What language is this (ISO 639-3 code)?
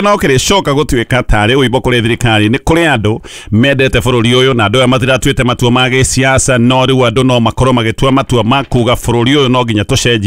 kik